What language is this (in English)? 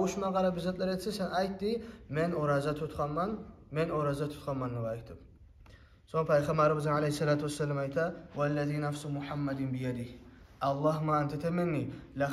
Kumyk